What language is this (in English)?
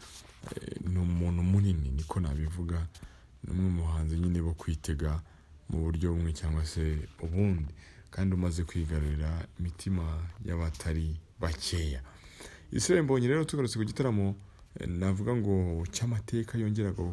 Kinyarwanda